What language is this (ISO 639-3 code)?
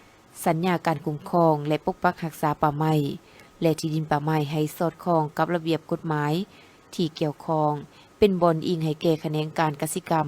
lao